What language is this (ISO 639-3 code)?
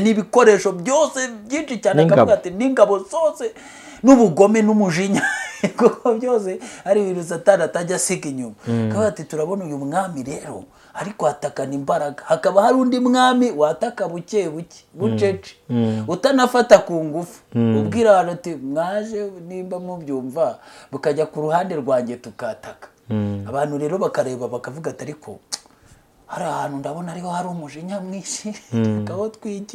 kin